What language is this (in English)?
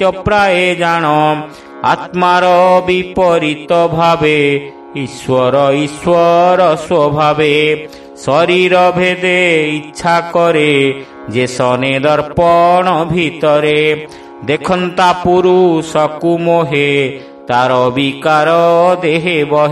Odia